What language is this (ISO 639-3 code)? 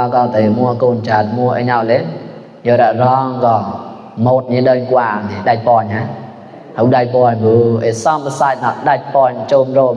mnw